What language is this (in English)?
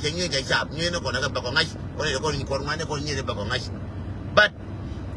Nuer